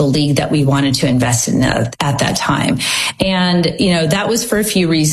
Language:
English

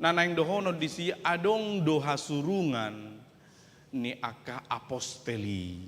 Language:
Batak Toba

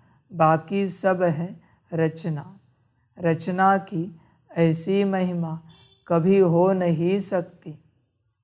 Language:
Hindi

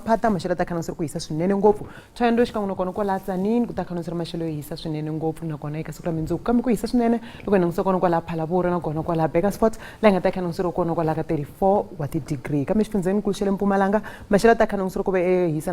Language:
Tsonga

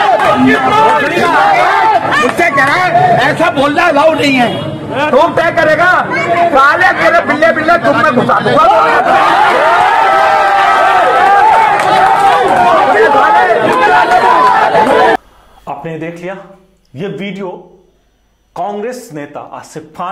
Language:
Hindi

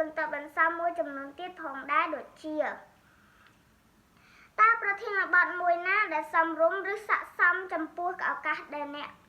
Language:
Khmer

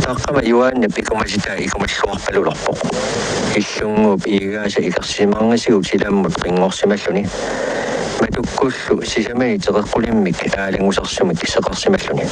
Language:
Kalaallisut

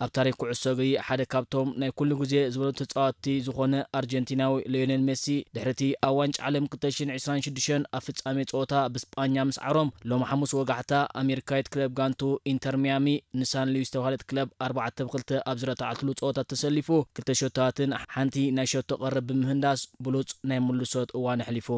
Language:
Tigrinya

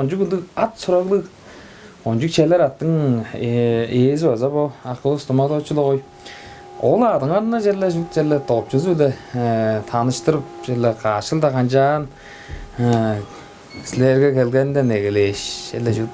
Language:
Tuvinian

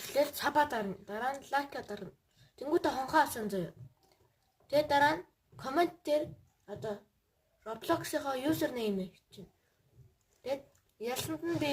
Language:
Mongolian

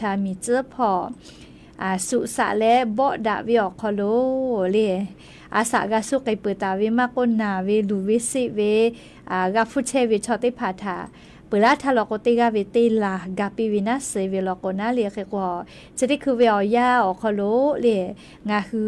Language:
Lahu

